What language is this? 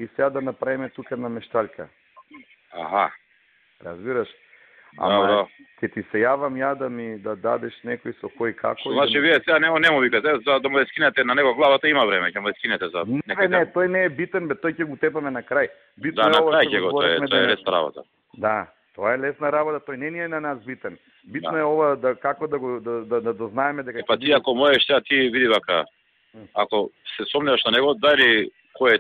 Macedonian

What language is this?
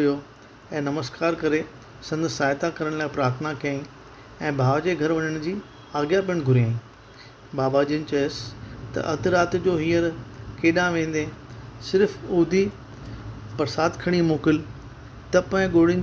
Sindhi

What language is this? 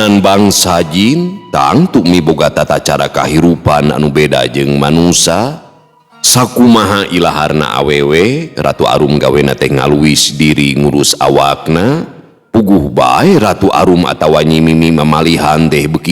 Sundanese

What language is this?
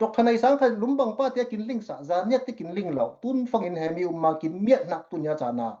Falam Chin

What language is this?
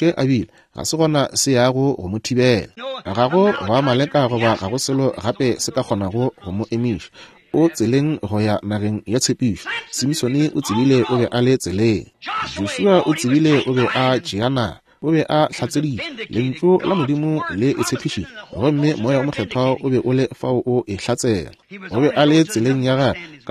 Northern Sotho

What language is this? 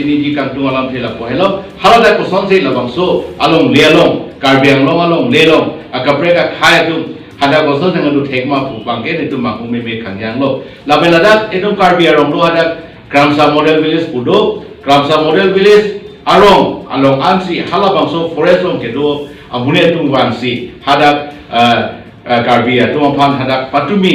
Karbi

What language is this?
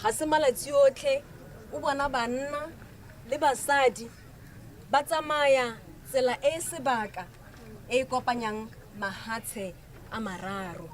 Tswana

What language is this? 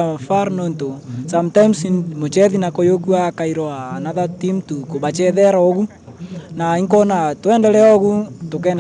Meru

